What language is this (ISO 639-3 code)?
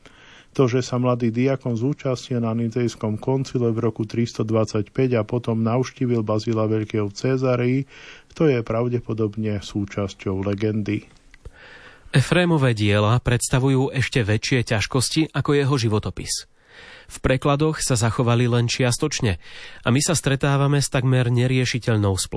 slk